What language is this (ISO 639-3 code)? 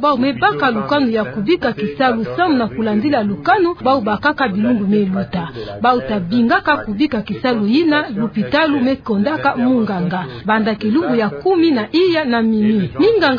ktu